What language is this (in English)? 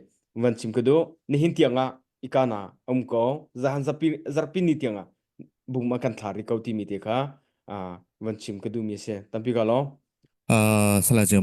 Hakha Chin